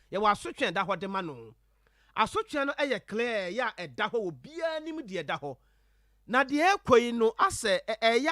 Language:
Akan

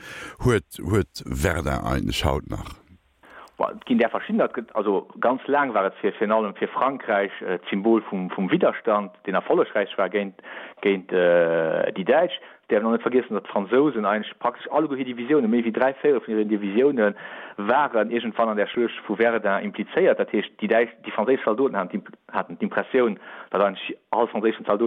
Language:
Luxembourgish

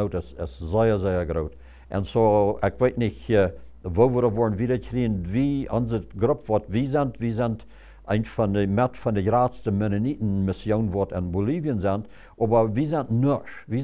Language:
Plautdietsch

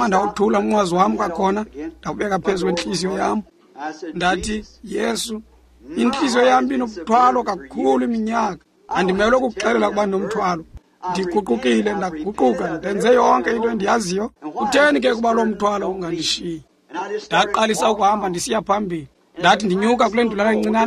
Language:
Xhosa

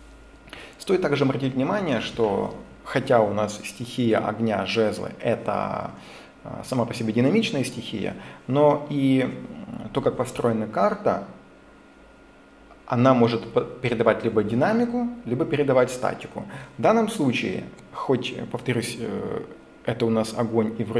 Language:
Russian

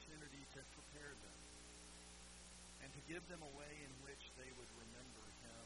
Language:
English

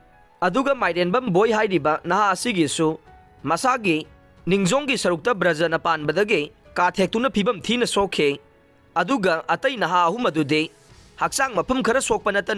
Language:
Manipuri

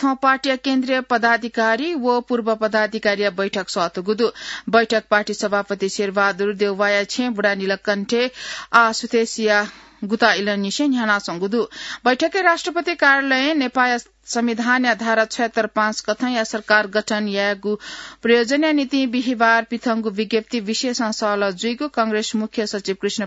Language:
Newari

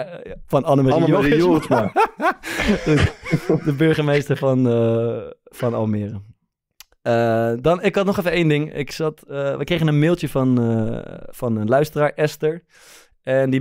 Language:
Dutch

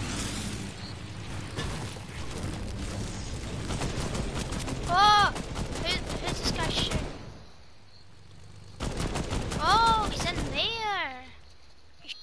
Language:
English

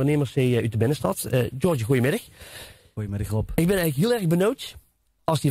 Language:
Limburgish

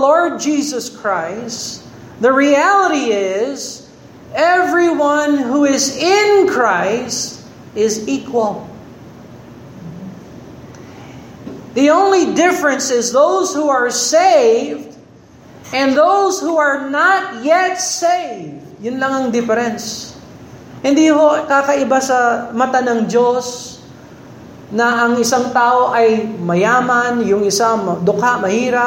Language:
Filipino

